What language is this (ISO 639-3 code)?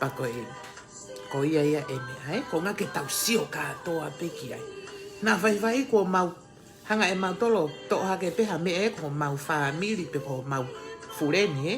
ton